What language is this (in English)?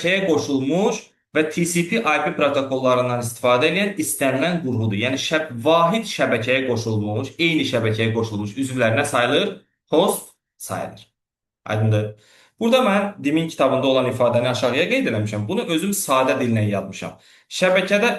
Azerbaijani